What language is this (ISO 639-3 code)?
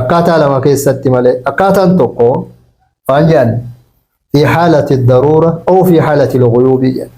orm